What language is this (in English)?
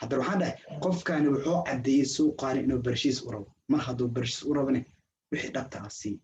Somali